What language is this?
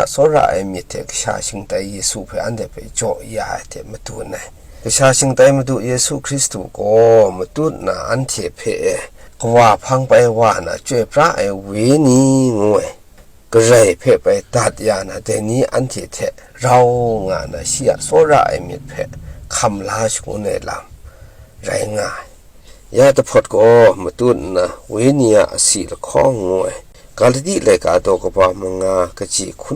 Kachin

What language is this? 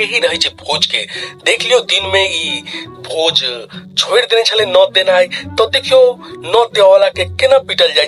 Maithili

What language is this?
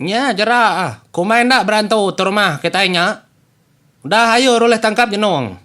Iban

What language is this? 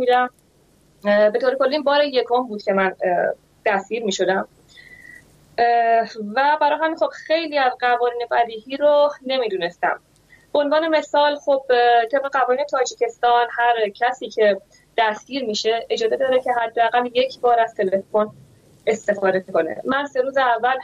Persian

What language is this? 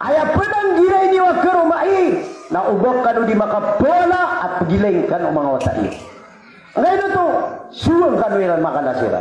Maranao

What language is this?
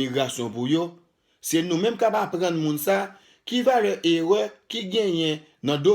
Haitian Creole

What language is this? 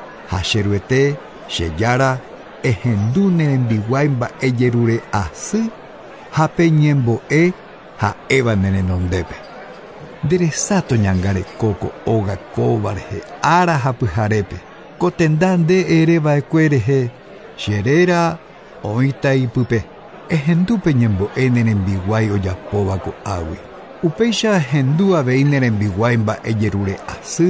Guarani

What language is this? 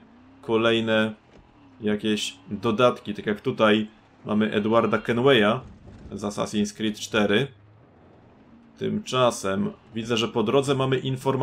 Polish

